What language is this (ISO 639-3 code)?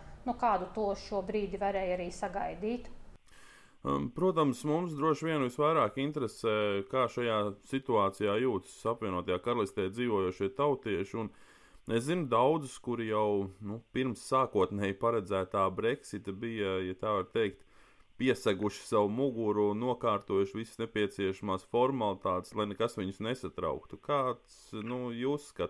lav